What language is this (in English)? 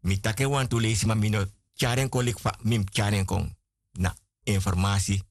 Sranan Tongo